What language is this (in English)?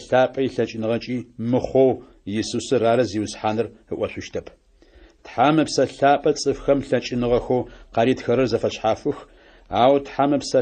Adyghe